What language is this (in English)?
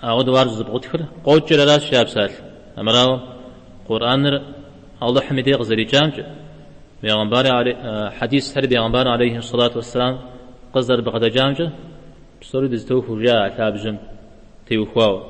Kabardian